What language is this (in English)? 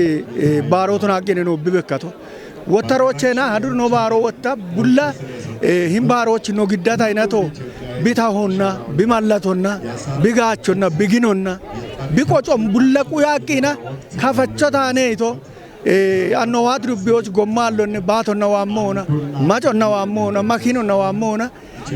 Kafa